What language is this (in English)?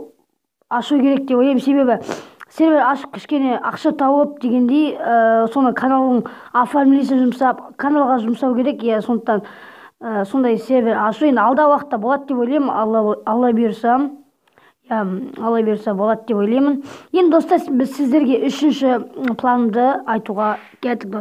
Kazakh